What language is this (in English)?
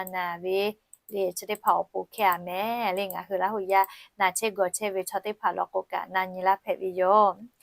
Lahu